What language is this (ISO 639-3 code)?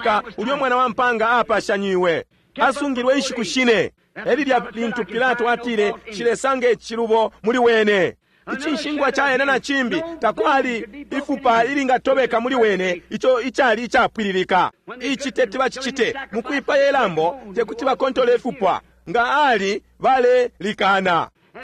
bem